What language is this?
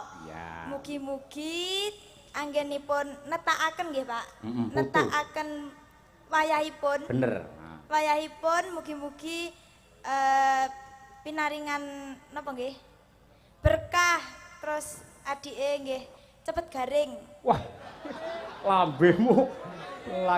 Javanese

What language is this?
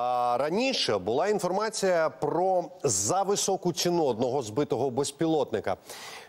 Ukrainian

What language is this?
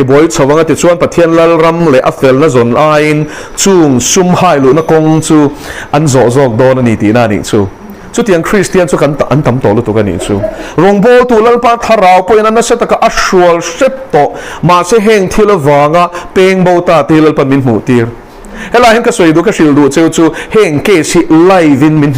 Mizo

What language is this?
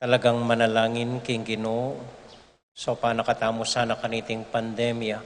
Pampanga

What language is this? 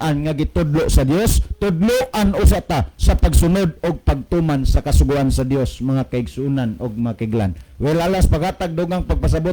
Cebuano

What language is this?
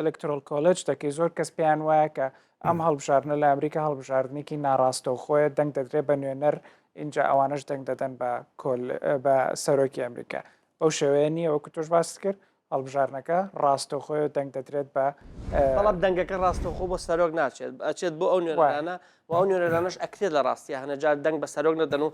Central Kurdish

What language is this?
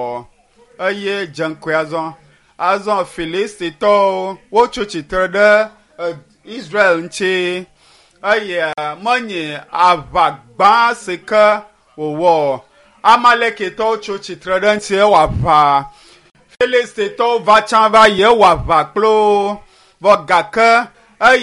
Ewe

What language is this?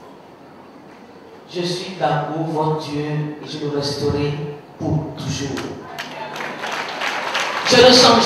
French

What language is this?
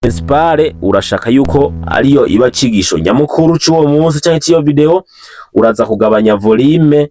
Rundi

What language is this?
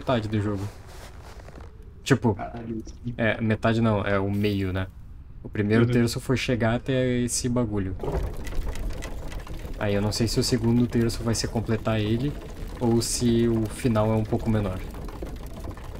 Portuguese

